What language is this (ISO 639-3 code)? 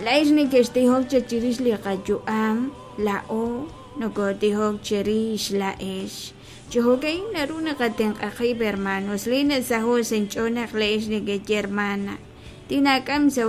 kek